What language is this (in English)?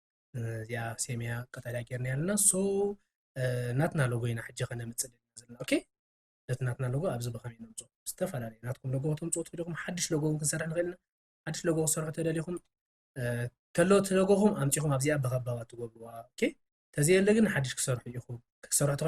Tigrinya